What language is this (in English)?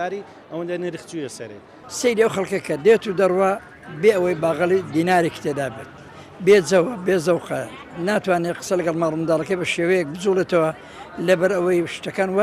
Central Kurdish